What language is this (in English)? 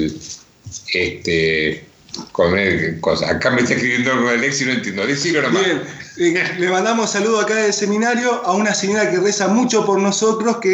Spanish